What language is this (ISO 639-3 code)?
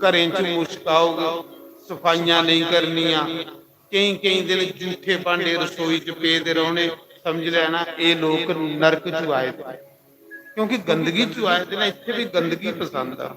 doi